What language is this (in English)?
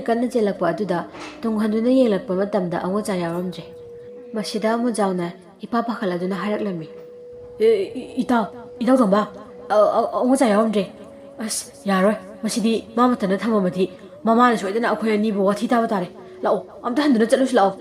Manipuri